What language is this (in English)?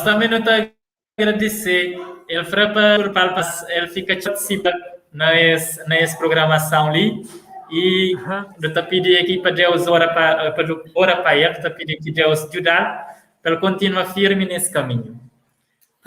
Kabuverdianu